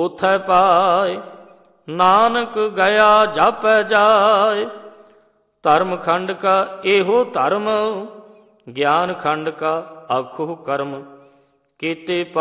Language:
Punjabi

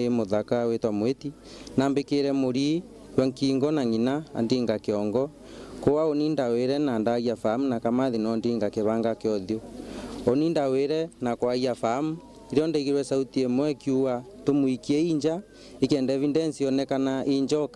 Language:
Meru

